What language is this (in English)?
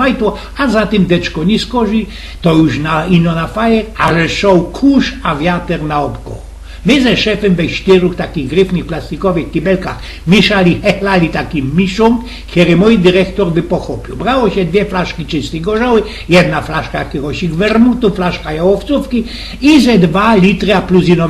Silesian